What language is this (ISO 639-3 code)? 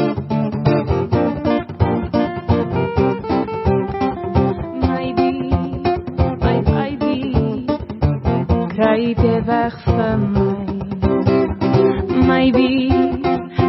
afr